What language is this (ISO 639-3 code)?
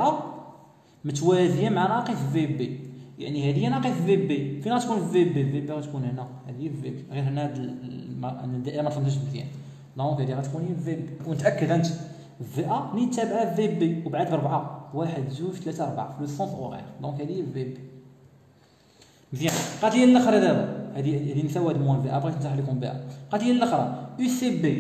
ary